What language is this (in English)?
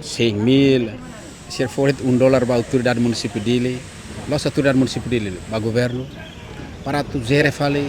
Tetum